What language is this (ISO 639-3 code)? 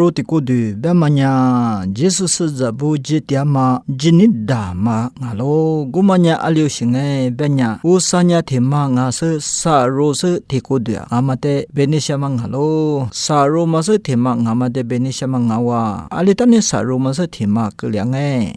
lis